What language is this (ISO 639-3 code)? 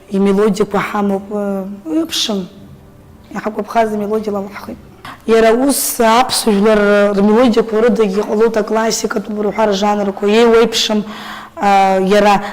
abk